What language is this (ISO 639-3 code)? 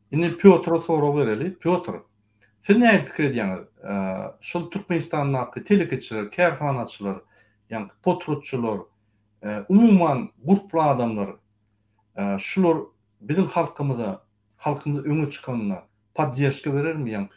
tuk